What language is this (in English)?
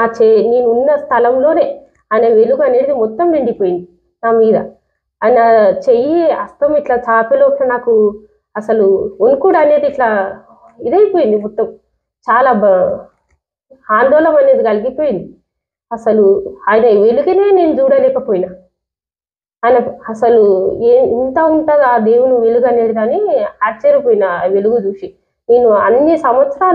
Telugu